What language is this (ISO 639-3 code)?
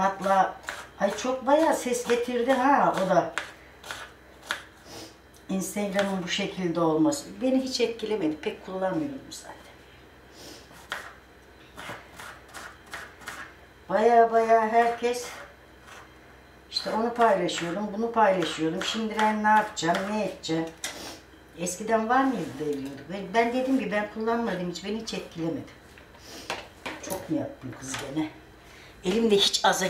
tur